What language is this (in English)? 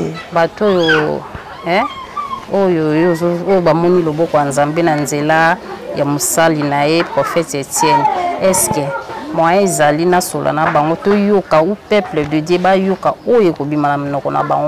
Lingala